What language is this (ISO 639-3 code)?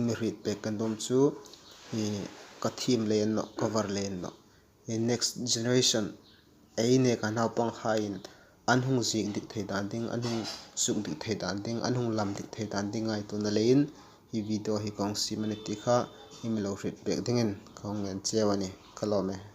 hmr